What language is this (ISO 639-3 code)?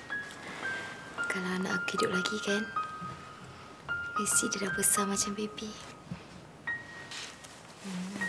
msa